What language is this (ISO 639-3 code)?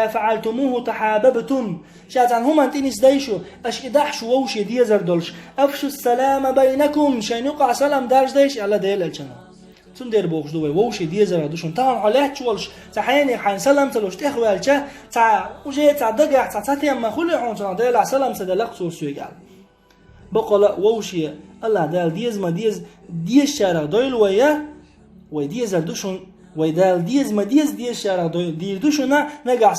che